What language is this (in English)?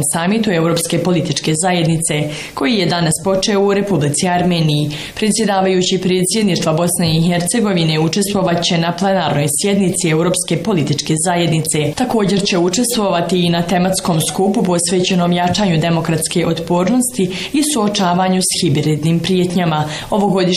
Bosnian